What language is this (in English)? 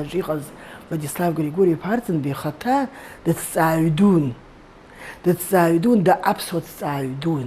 Abkhazian